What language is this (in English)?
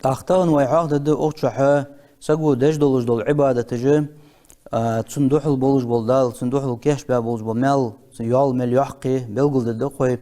Ingush